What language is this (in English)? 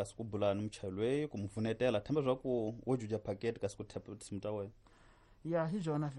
Tsonga